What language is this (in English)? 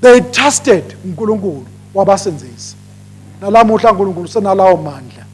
Swati